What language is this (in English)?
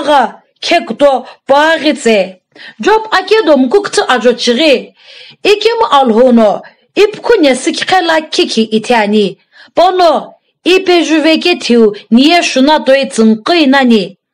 Sumi Naga